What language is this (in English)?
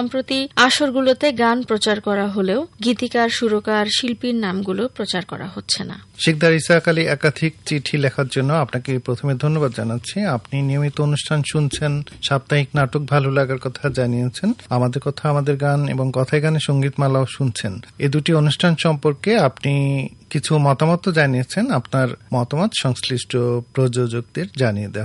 Bangla